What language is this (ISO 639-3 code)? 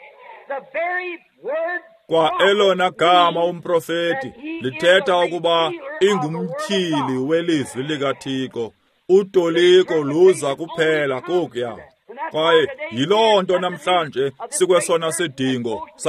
xho